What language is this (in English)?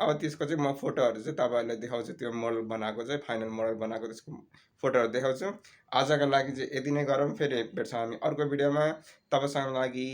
Nepali